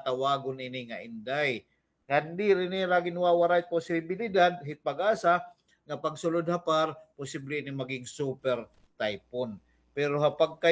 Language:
Waray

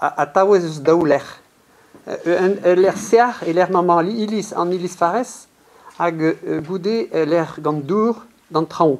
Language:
Breton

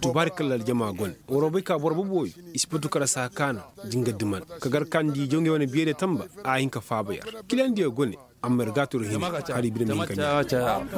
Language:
Koyraboro Senni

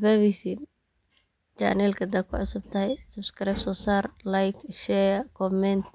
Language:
Somali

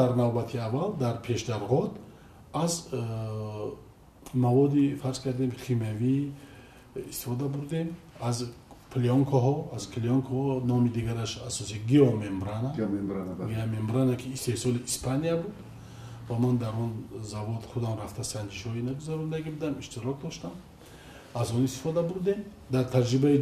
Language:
Tajik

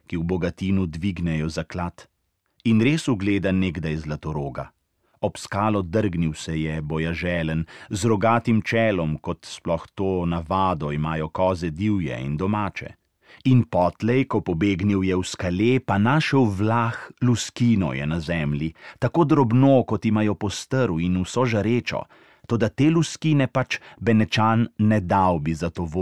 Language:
Slovenian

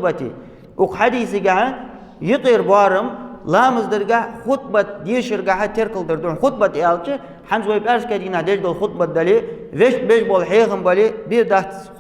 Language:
Ingush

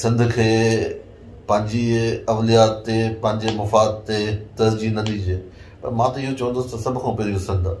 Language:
Sindhi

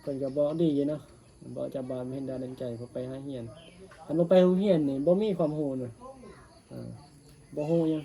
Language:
Northeastern Thai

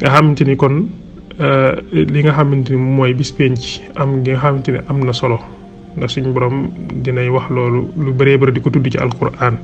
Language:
Wolof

